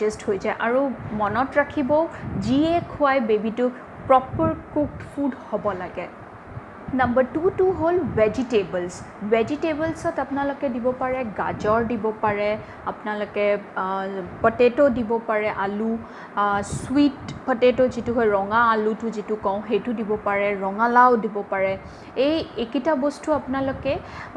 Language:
Assamese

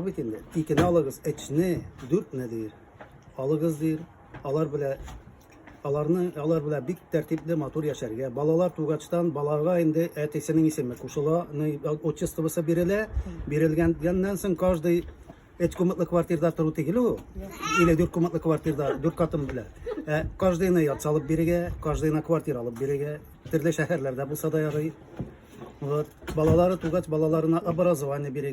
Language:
Tatar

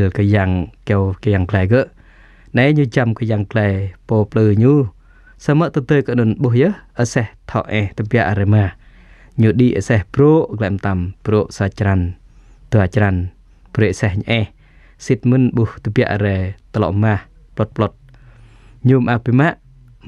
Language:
Jarai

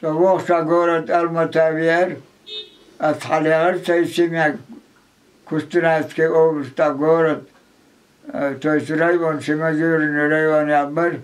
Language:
Chechen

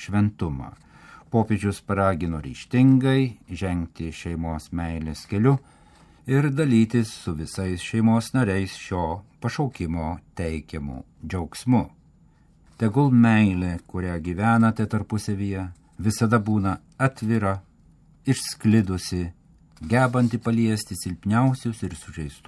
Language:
Lithuanian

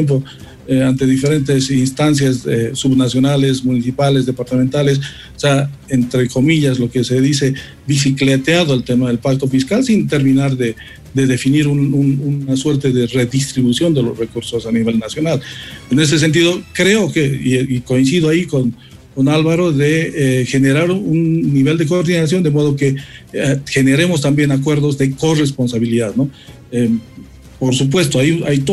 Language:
Spanish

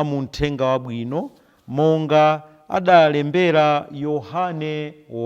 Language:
Nyanja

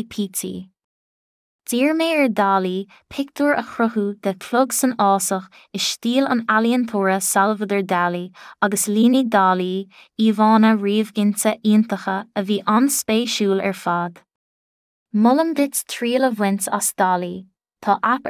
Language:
Irish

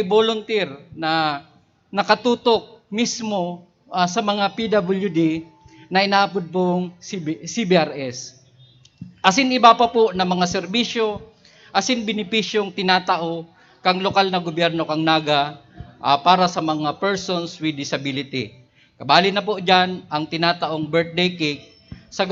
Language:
Bikol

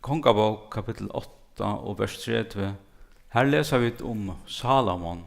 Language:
Faroese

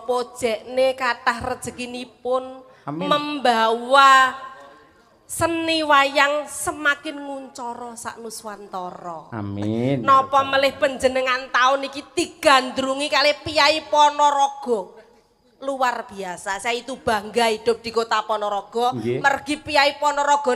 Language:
Javanese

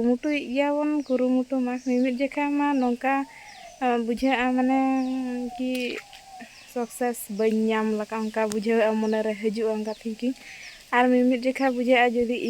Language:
Santali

